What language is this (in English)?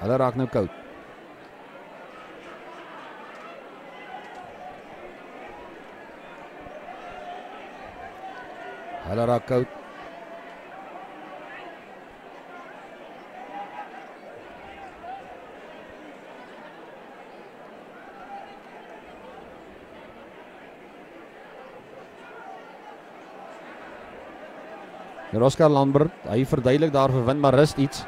Afrikaans